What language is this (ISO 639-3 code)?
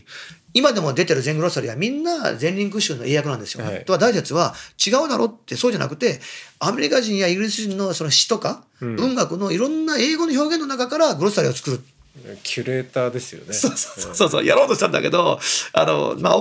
jpn